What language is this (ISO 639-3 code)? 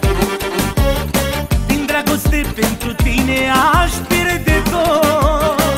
ron